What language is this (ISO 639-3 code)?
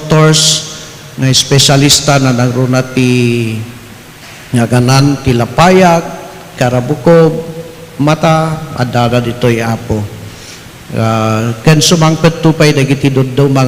ilo